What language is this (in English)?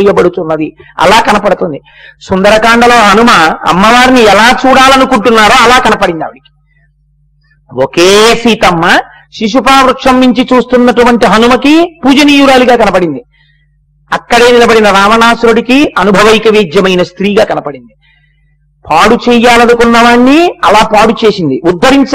Telugu